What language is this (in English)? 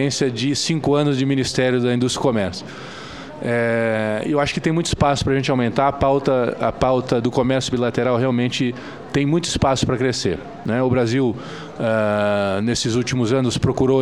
Portuguese